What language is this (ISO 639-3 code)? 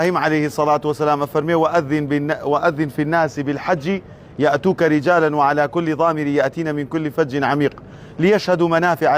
ckb